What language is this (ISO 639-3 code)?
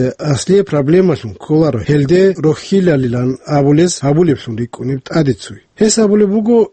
ava